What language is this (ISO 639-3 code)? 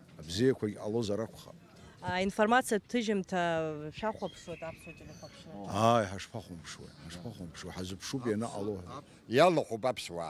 abk